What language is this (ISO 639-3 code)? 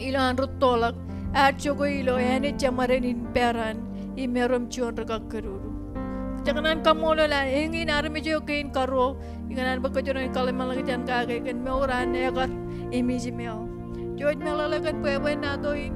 mah